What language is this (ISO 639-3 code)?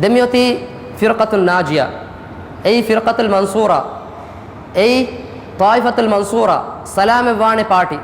div